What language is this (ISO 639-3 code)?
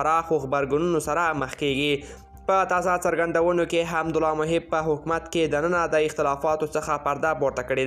pus